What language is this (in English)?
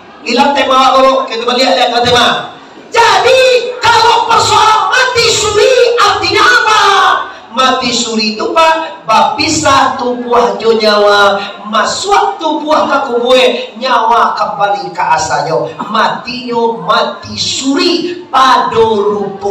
Minangkabau